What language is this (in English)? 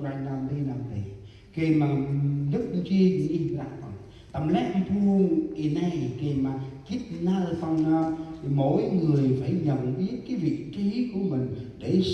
Central Mnong